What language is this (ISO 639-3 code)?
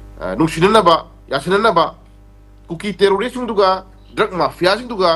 mni